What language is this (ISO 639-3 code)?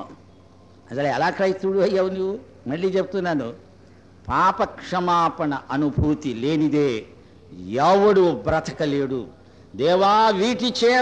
tel